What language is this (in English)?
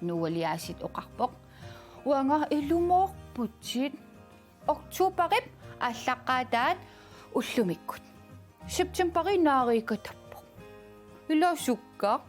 Kalaallisut